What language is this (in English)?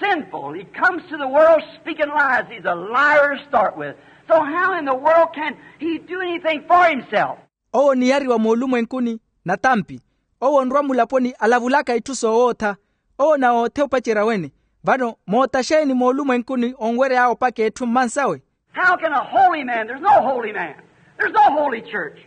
Makhuwa